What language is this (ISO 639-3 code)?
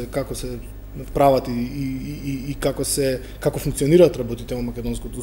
mkd